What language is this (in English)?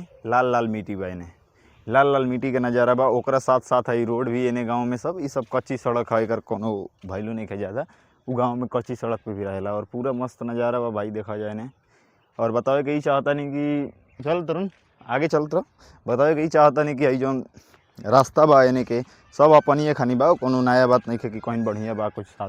Bhojpuri